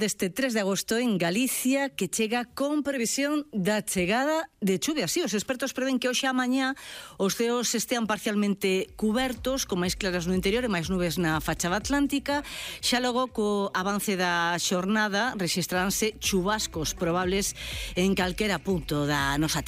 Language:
Galician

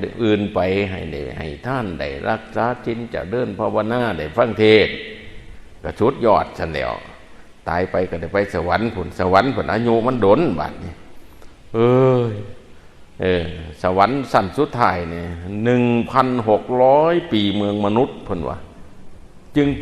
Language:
Northeastern Thai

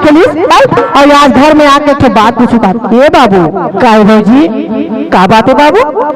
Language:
Chhattisgarhi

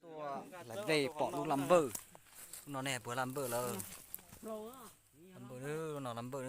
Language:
Hmong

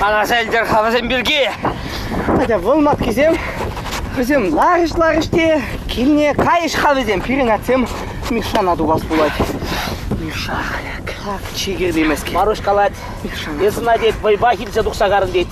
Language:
Chuvash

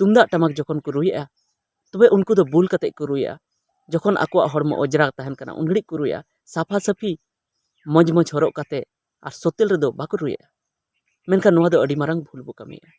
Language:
Santali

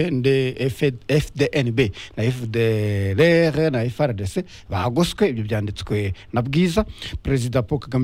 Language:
Kinyarwanda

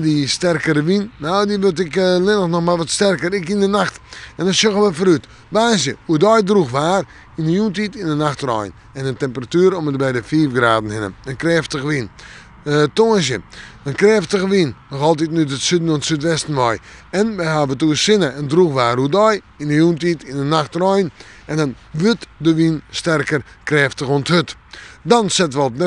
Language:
Western Frisian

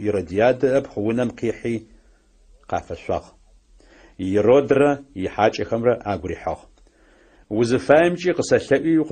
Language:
Adyghe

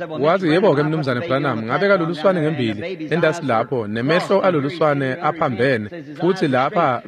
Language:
Swati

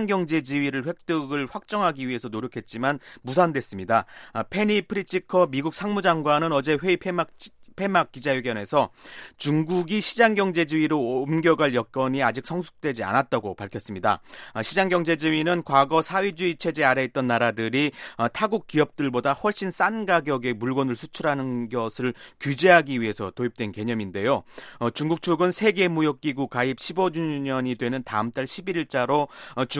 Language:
Korean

